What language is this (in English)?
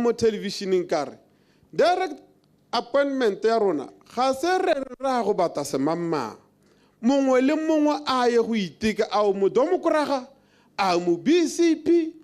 Tswana